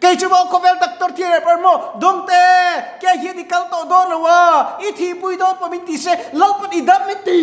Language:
Mizo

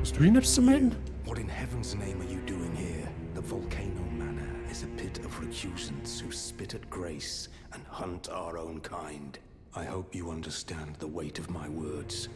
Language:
Bavarian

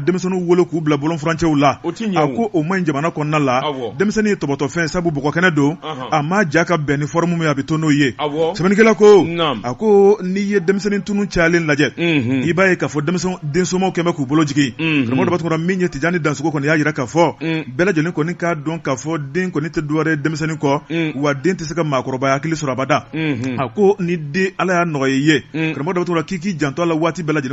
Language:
Bambara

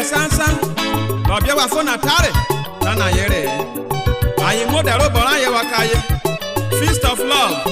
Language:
Urhobo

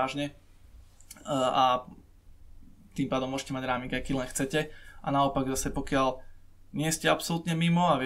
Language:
Slovak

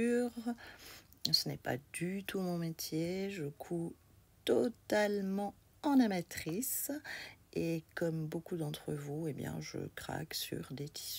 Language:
French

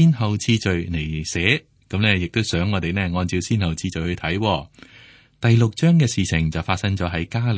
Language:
Cantonese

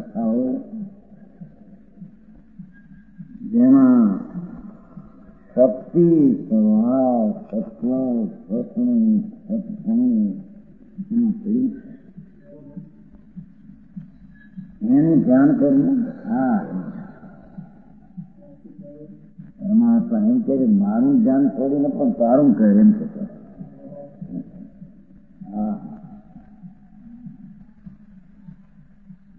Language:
Gujarati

